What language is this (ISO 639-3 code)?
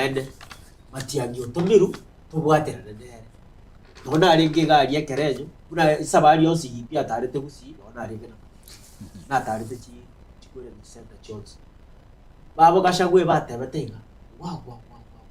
guz